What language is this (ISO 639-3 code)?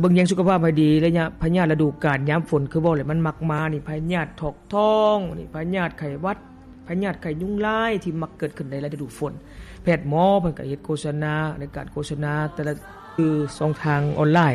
lao